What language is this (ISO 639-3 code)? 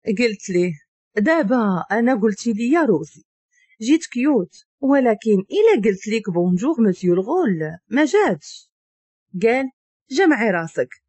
ary